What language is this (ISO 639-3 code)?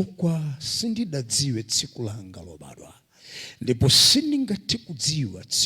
nya